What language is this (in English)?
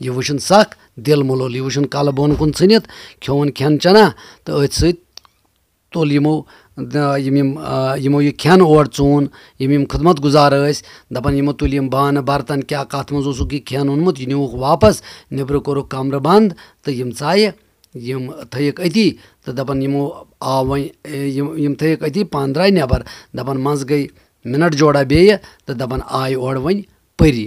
Kashmiri